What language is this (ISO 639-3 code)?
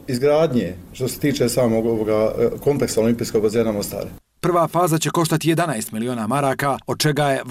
bos